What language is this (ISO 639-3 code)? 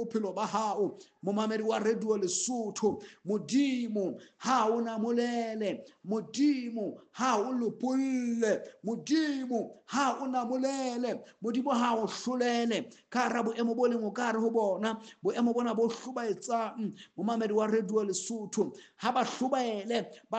sot